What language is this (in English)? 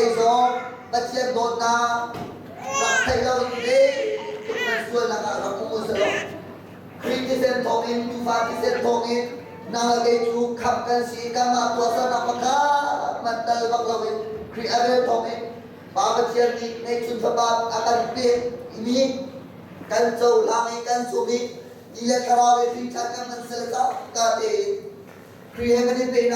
Hakha Chin